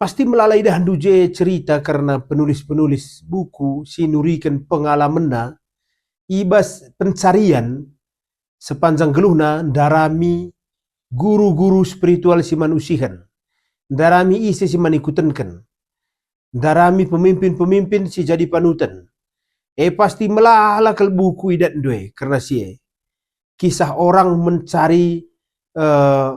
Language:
Batak Karo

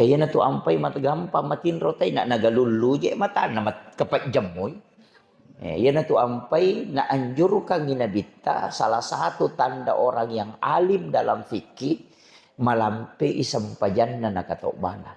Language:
Buginese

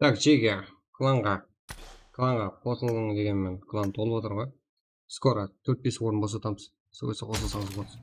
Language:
Kara-Kalpak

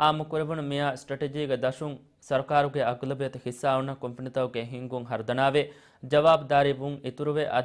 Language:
Divehi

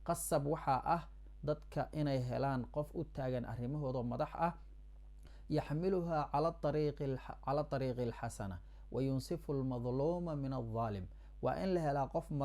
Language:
Somali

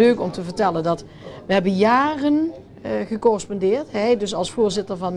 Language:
Limburgish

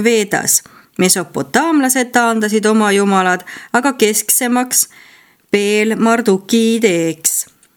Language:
Estonian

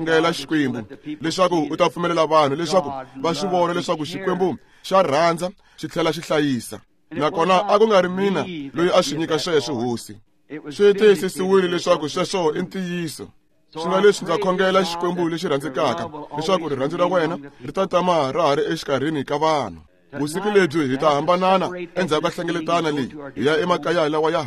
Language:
Tsonga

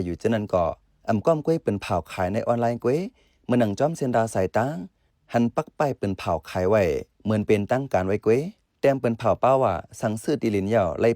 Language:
Shan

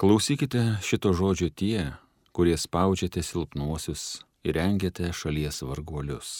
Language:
Lithuanian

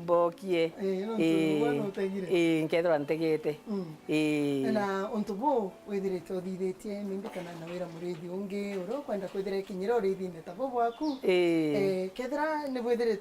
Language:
Meru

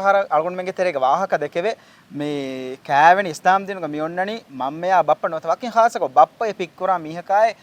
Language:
Divehi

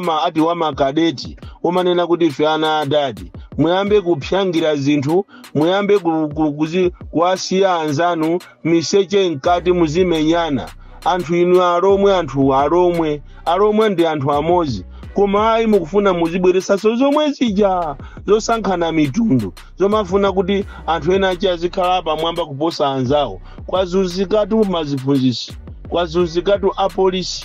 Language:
Nyanja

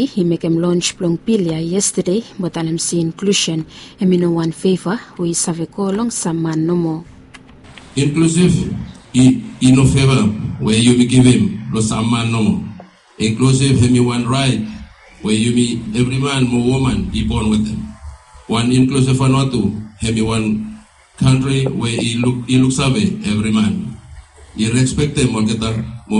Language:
Bislama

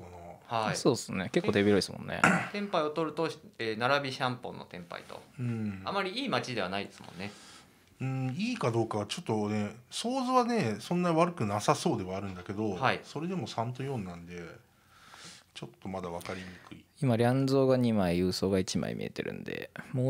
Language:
Japanese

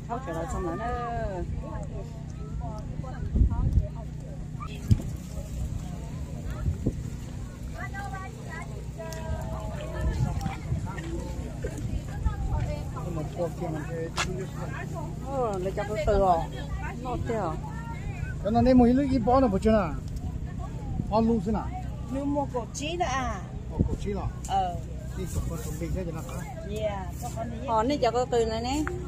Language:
Vietnamese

